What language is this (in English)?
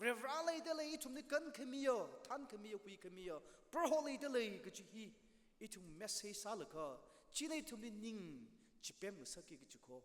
Tangkhul Naga (India)